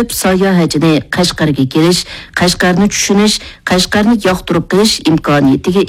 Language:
Uyghur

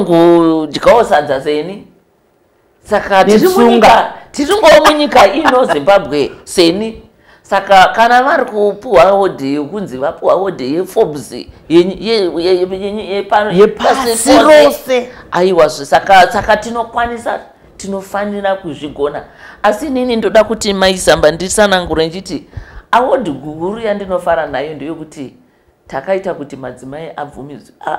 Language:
Shona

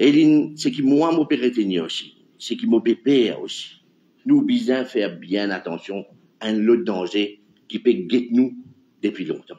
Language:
Morisyen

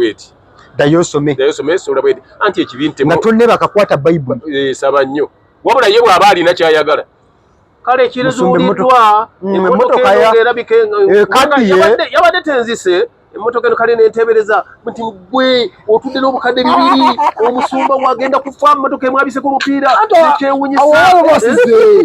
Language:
Ganda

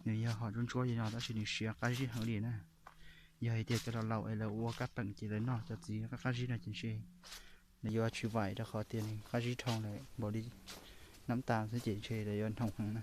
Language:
Hmong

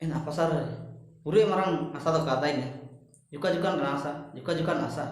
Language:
Ho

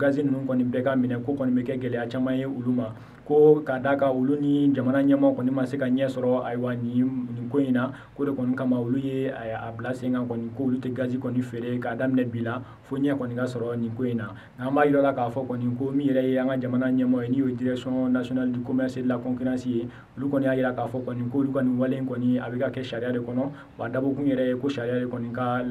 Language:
Bambara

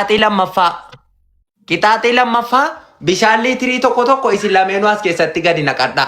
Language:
Oromo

